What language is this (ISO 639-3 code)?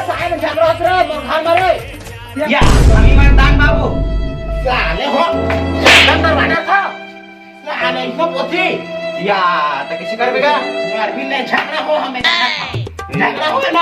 hne